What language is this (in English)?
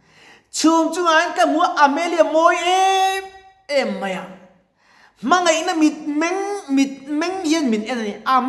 Mizo